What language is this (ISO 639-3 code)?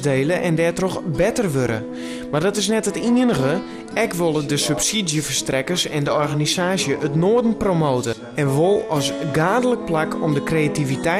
fry